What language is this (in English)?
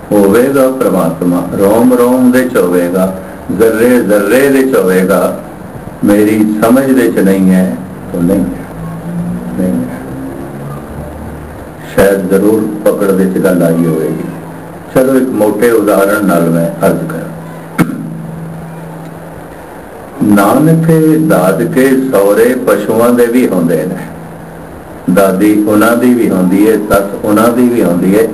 Punjabi